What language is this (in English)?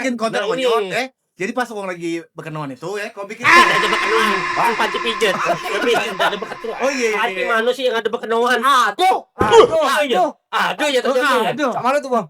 Musi